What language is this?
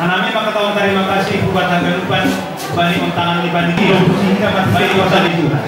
Batak Simalungun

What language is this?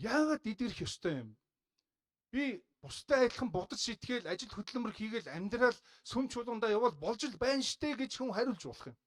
Mongolian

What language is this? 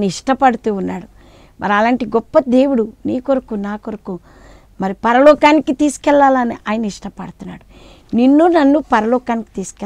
Telugu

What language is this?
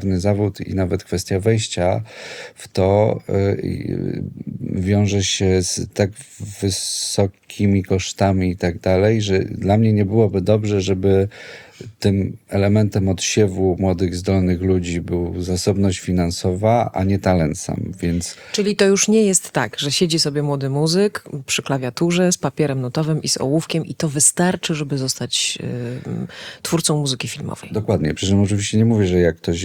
Polish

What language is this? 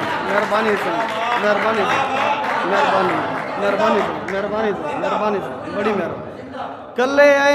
Saraiki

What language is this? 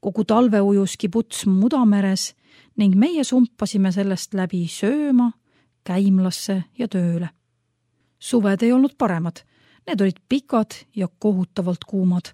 Estonian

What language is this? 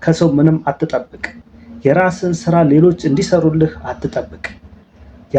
Amharic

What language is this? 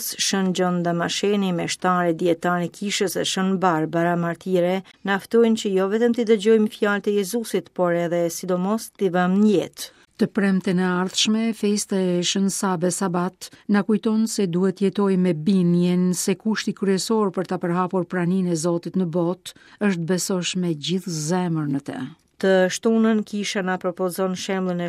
Albanian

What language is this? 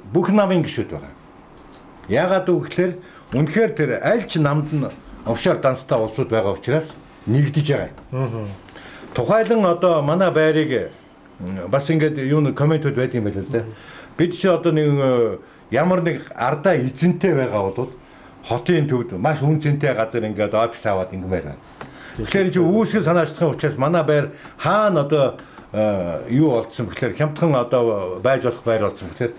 Mongolian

